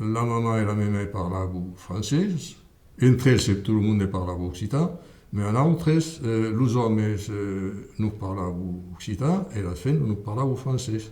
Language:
Occitan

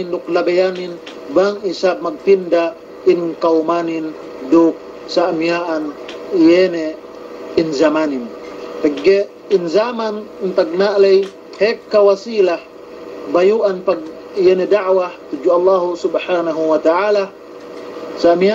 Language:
Yakan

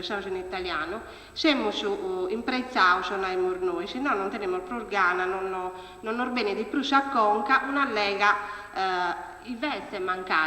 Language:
Sardinian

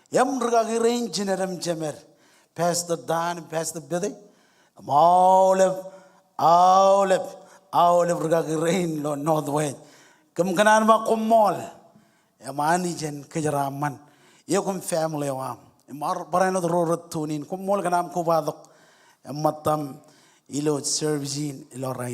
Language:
Marshallese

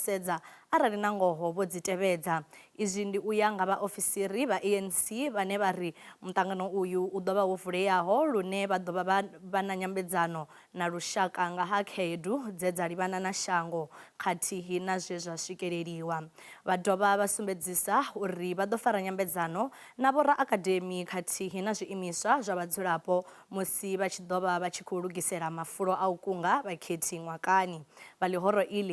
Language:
Venda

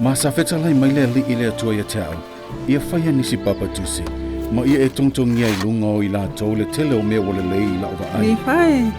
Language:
Samoan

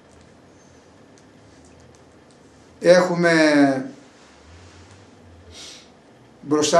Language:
Greek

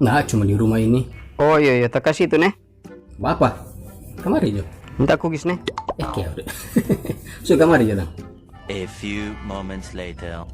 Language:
Manado Malay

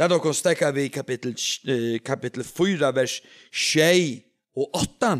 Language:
Faroese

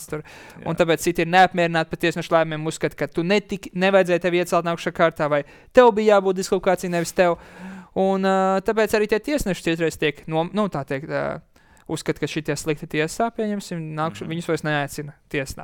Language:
Latvian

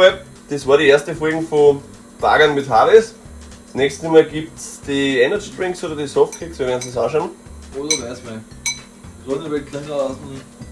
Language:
Bavarian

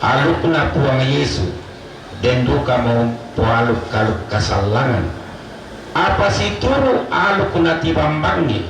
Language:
Toraja-Sa'dan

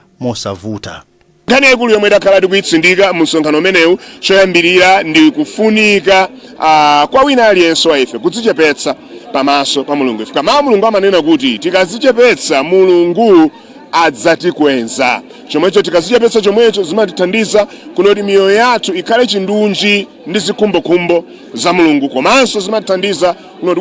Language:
Nyanja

